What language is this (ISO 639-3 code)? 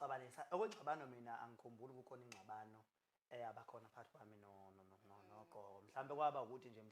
zul